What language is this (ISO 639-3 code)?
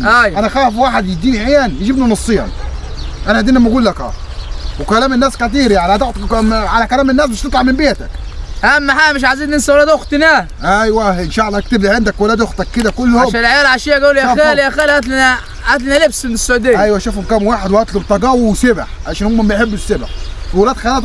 arz